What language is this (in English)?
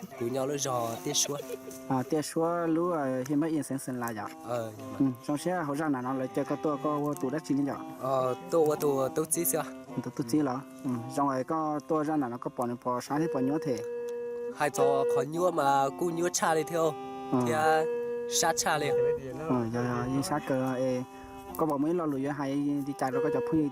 Hmong